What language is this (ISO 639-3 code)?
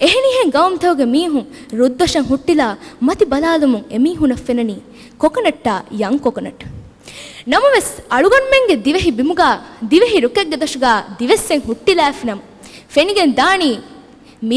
div